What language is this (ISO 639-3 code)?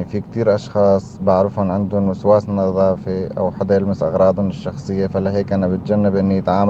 apc